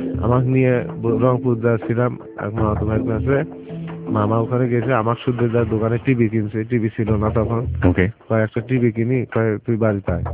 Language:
Bangla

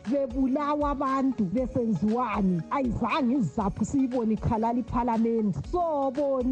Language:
North Ndebele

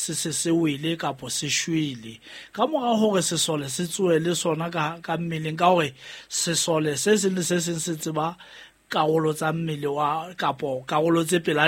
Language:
Southern Sotho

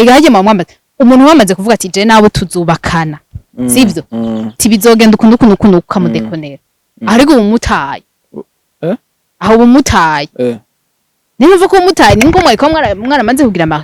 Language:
Rundi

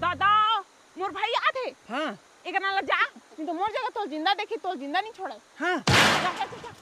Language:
Chhattisgarhi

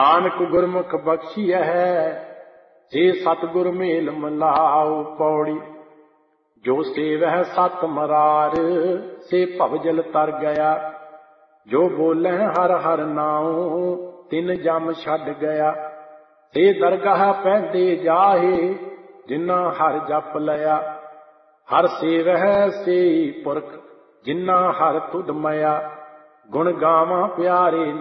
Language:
Punjabi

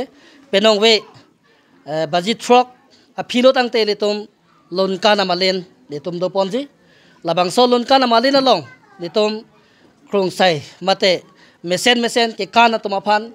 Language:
Karbi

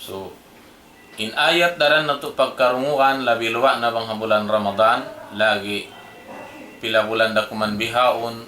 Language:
Tausug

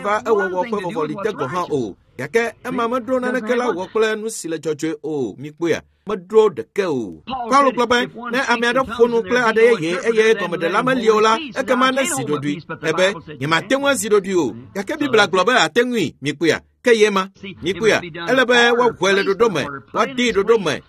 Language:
Ewe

